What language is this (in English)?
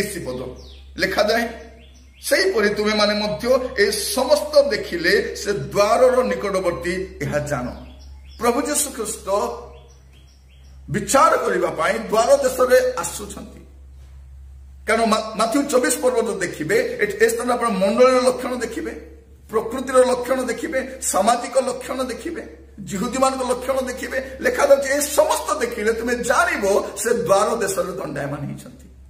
Odia